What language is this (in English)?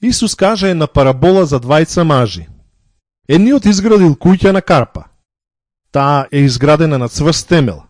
Macedonian